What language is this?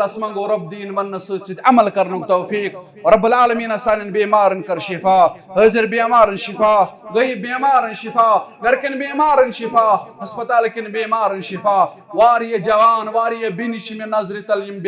Kashmiri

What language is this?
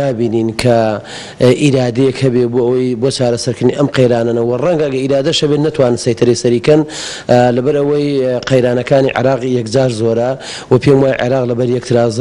Central Kurdish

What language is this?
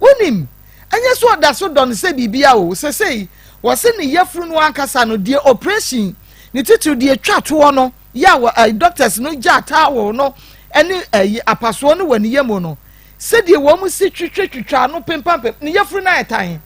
Akan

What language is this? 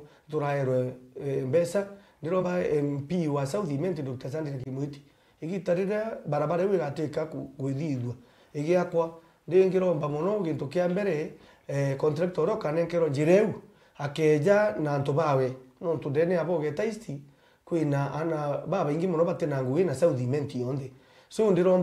Meru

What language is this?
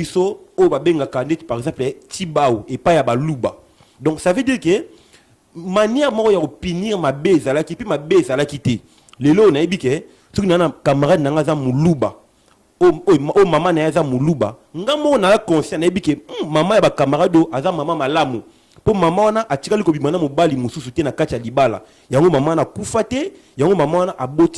Lingala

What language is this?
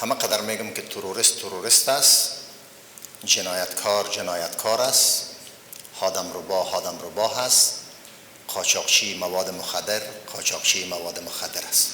Persian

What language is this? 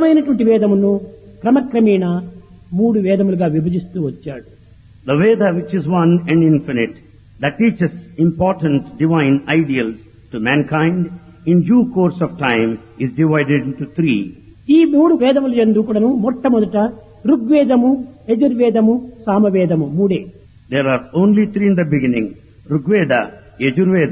Telugu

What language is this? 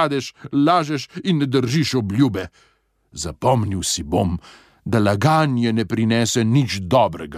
Slovenian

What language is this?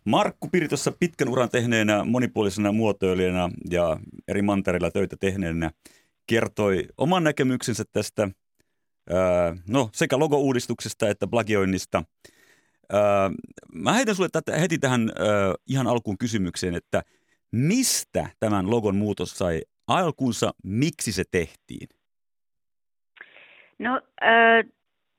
Finnish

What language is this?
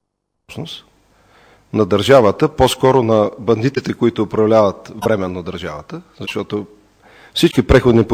Bulgarian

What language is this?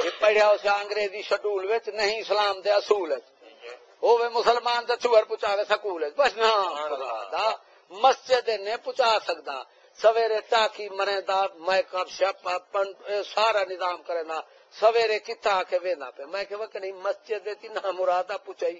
Saraiki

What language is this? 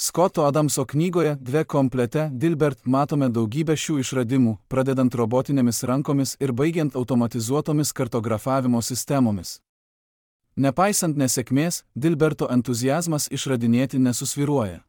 Lithuanian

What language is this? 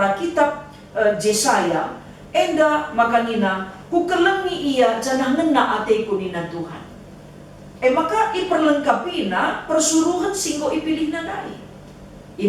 Batak Karo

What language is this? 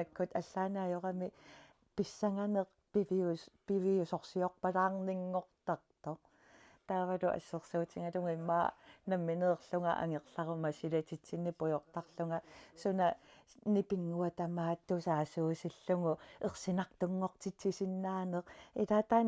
Kalaallisut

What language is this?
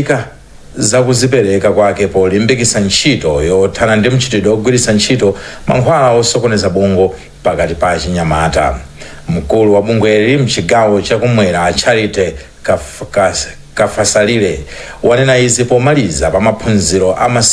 Nyanja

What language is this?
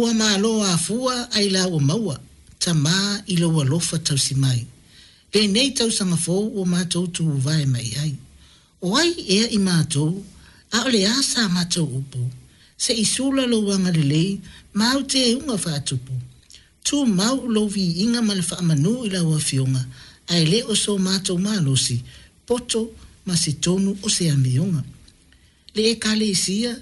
Samoan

